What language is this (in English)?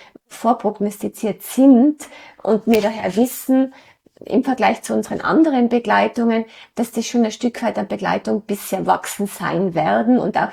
German